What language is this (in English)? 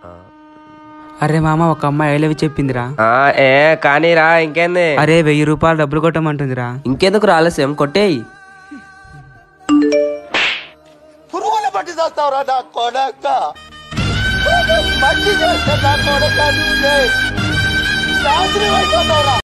Telugu